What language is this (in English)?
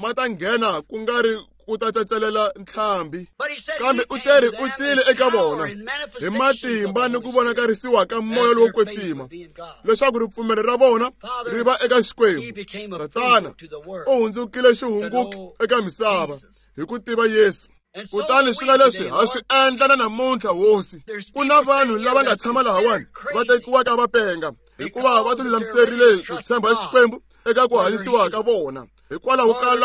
Tsonga